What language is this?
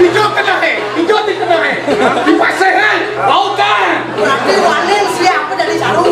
Balinese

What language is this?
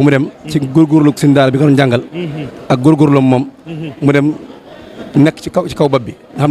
Wolof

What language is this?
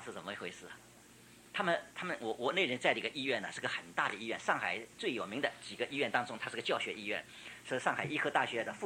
Chinese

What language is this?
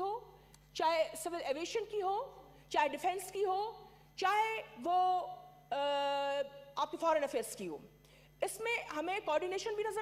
Urdu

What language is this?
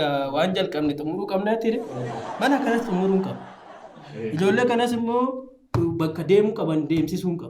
Oromo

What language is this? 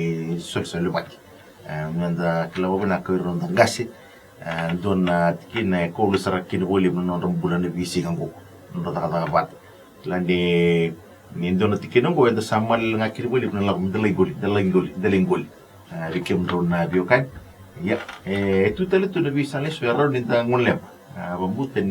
Fijian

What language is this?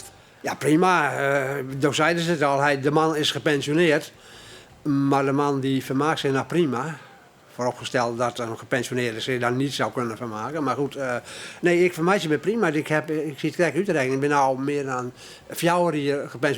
Western Frisian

